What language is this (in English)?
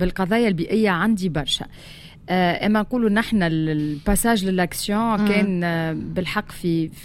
Tunisian Arabic